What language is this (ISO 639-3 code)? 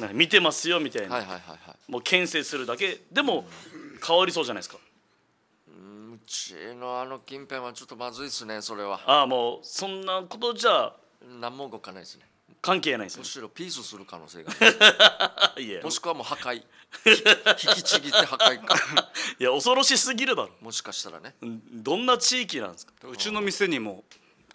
jpn